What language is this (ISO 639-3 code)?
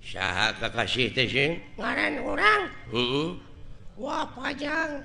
sun